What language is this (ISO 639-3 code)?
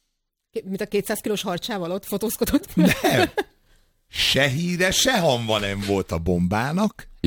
hun